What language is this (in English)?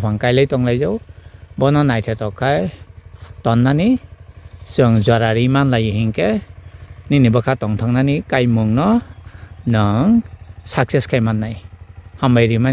Kok Borok